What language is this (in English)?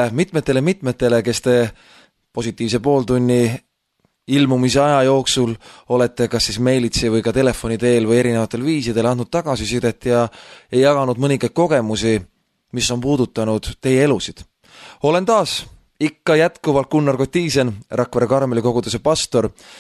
Estonian